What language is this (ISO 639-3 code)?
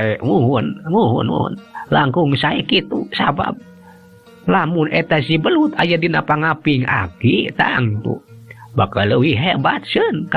sun